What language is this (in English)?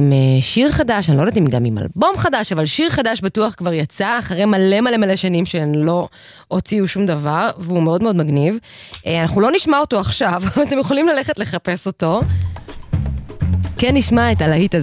Hebrew